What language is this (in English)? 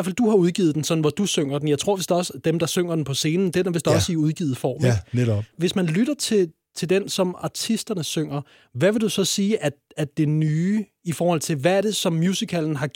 Danish